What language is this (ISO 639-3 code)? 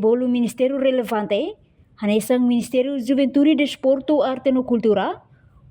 tet